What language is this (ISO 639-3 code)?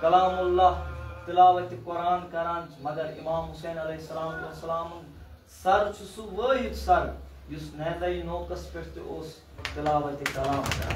kas